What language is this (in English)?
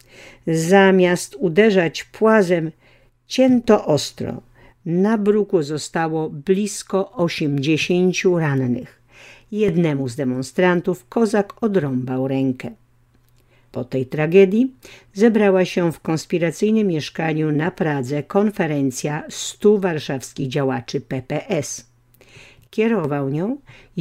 Polish